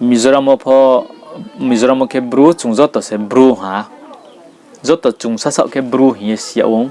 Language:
Riang (India)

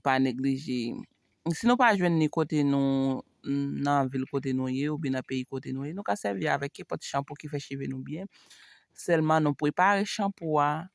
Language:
Haitian Creole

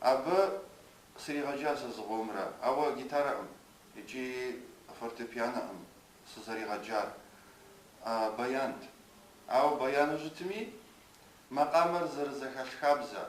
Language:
Kabardian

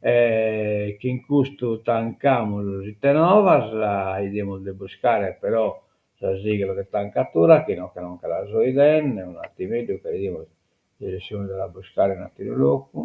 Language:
Sardinian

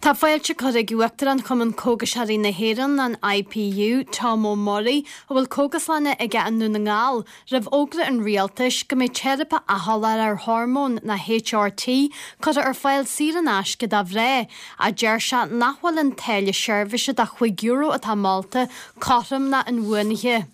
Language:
Irish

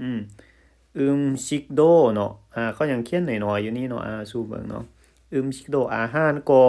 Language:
Lao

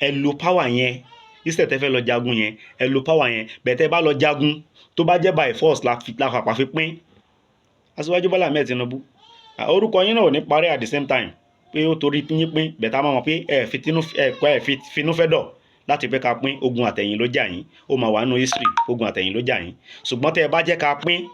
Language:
Yoruba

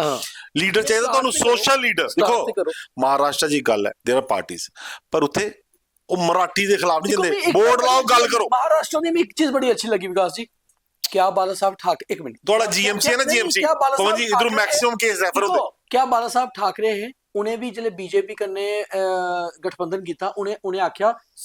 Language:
Dogri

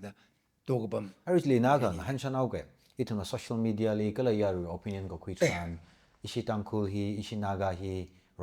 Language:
Tangkhul Naga (India)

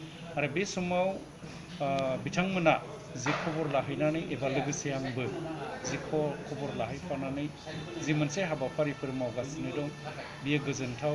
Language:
Bodo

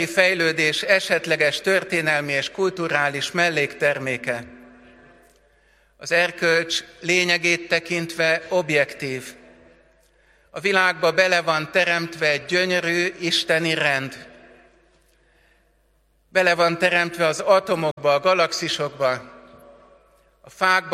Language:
Hungarian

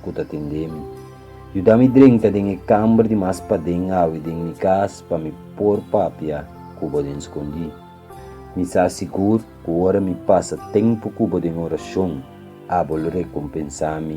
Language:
Papiamento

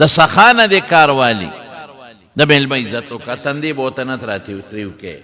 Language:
Pashto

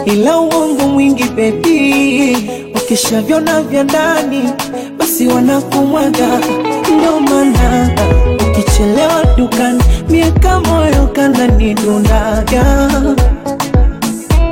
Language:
Swahili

